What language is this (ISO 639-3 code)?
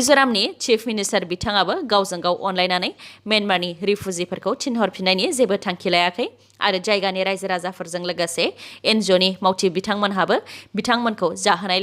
brx